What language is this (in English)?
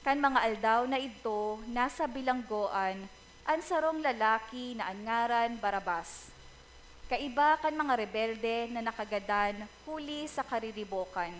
Bikol